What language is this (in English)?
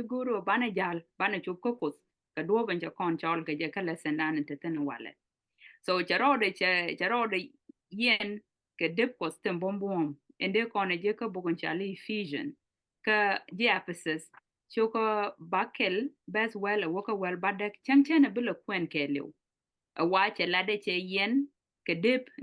Nuer